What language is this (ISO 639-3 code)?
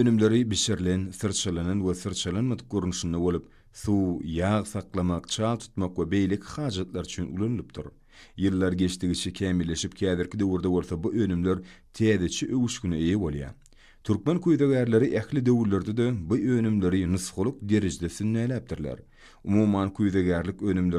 tuk